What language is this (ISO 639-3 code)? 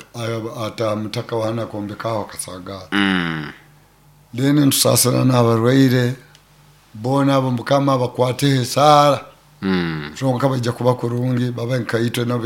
nyo